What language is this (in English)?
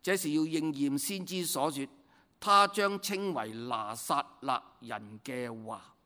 Cantonese